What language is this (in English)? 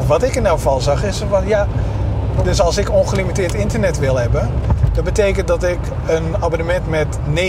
Dutch